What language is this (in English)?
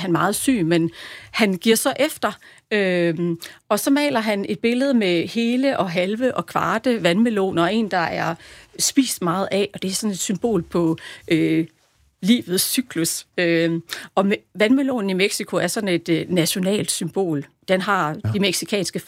Danish